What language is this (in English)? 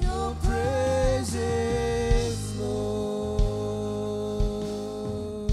Marshallese